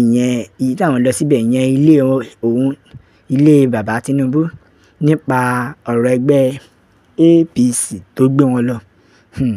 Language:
Yoruba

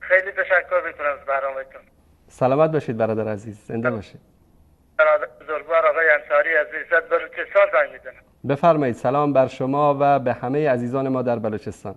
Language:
Persian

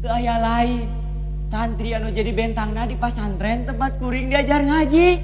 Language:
Sundanese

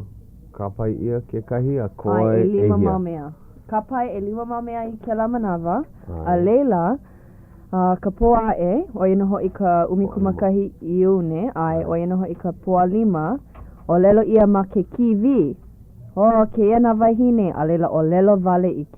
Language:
Hawaiian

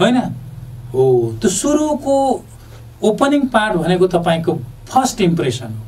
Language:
Nepali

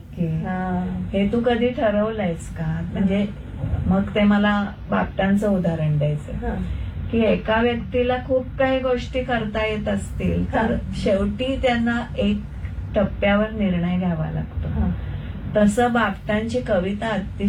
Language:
Marathi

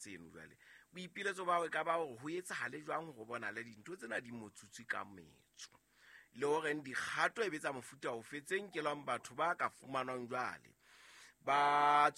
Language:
Southern Sotho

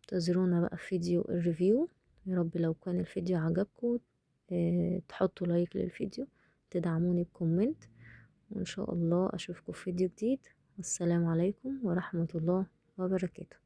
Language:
Egyptian Arabic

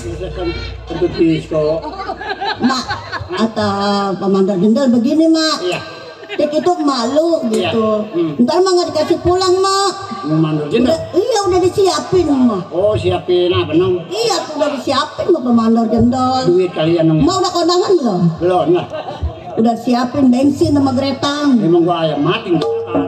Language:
Betawi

